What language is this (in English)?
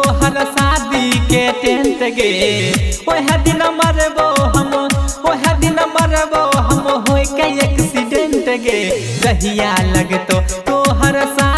Bhojpuri